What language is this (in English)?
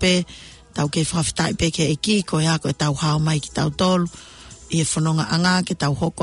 Tongan